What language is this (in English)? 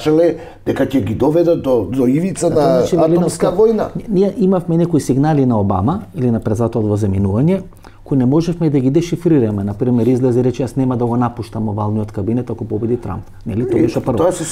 Macedonian